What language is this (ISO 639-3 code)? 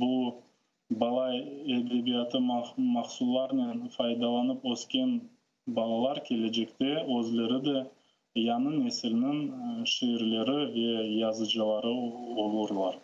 crh